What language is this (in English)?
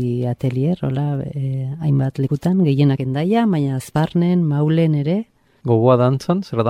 Basque